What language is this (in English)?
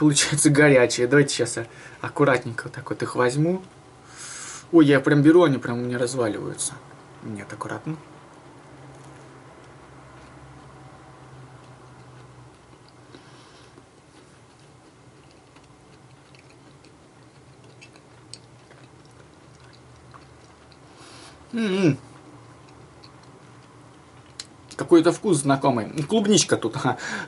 Russian